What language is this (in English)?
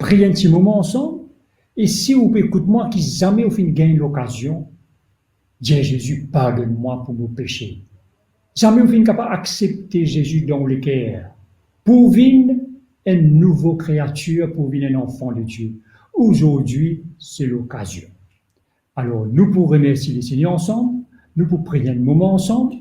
Morisyen